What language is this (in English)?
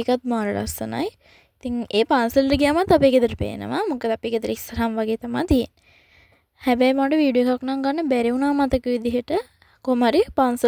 Sinhala